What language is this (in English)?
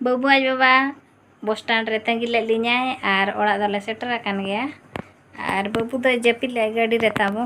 Santali